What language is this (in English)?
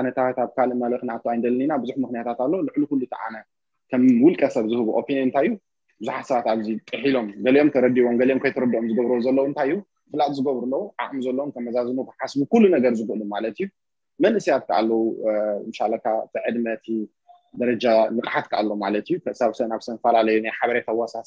Tigrinya